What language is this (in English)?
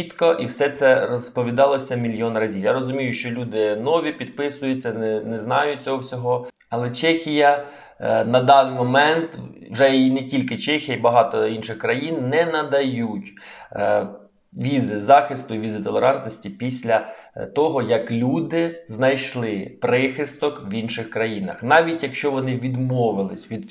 Ukrainian